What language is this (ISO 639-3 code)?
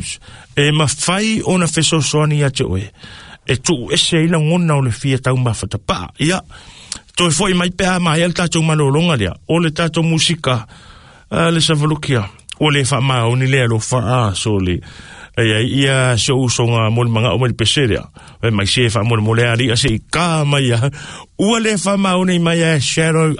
smo